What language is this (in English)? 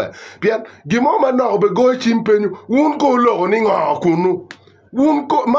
Acoli